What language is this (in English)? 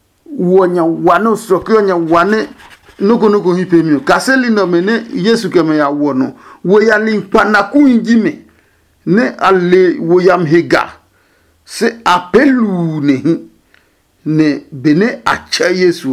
Adangme